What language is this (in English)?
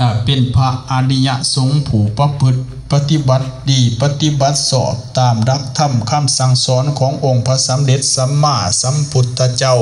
Lao